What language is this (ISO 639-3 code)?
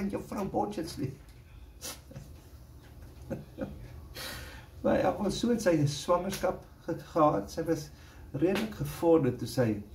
afr